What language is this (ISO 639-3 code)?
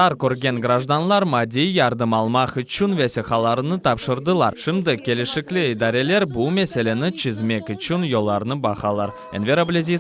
crh